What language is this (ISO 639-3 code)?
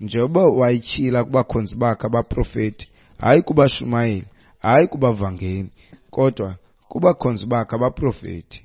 xho